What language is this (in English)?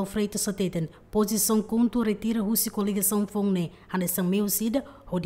Tetum